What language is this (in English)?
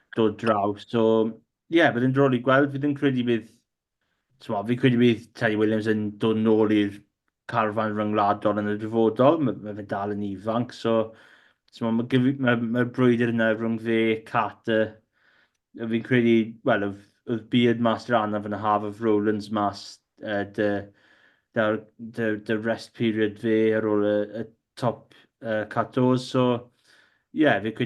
Welsh